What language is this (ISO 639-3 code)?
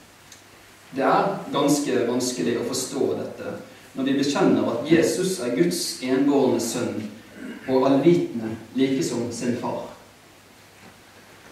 nor